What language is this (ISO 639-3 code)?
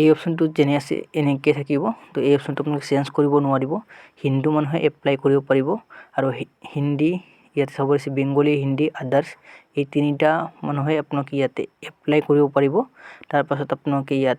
asm